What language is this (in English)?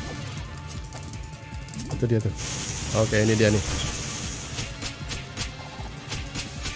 Indonesian